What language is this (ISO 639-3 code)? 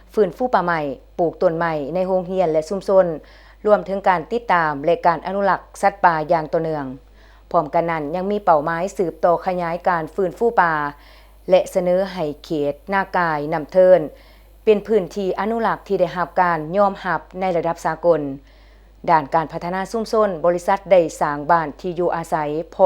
lao